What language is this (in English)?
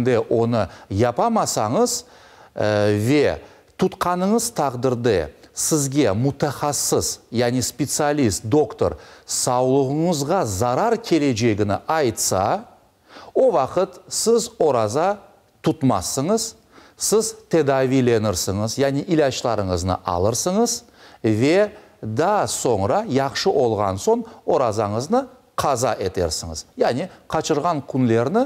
Crimean Tatar